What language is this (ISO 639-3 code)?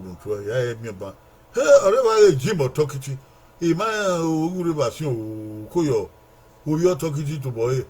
bin